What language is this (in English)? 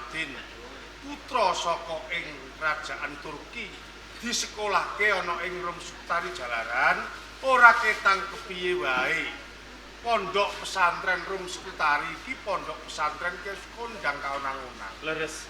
Javanese